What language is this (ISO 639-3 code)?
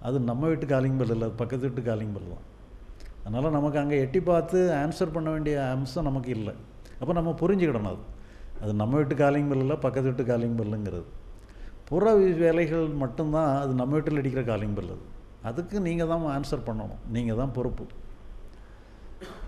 tam